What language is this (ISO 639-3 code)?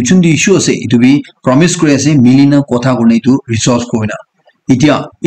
nag